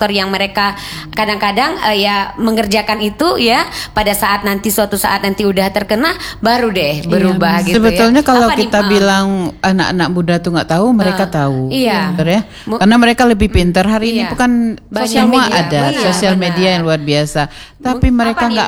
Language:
Indonesian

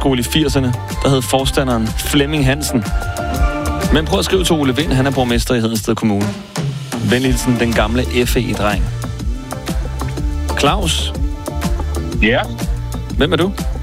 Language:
Danish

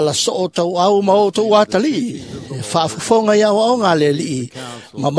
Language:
Samoan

